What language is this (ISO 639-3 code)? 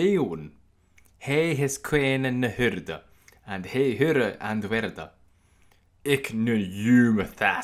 lat